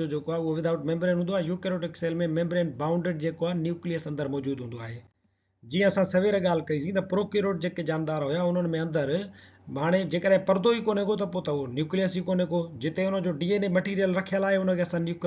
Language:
Sindhi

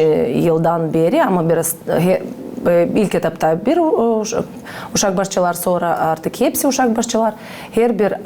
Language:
Gagauz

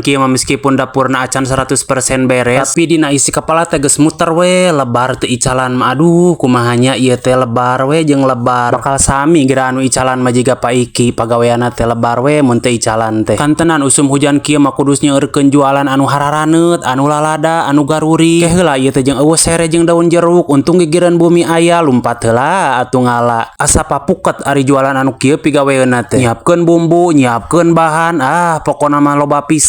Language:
Sundanese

